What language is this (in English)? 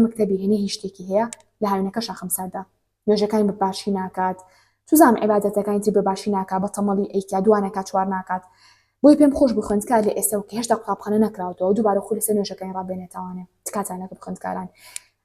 Central Kurdish